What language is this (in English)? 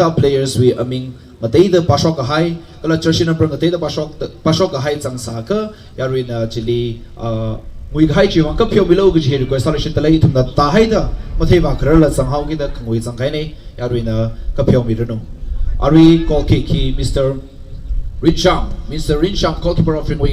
Tangkhul Naga (India)